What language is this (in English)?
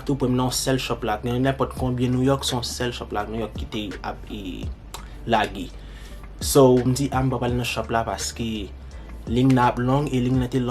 Haitian Creole